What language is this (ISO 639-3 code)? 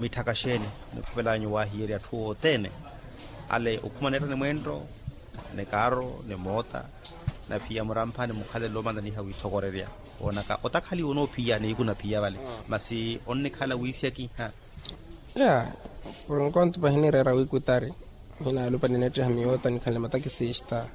vmw